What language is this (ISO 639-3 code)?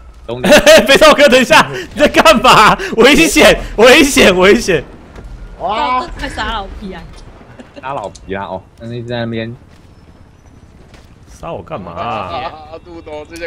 zho